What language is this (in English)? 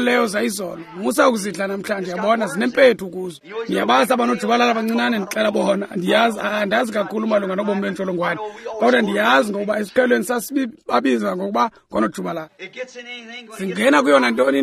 Xhosa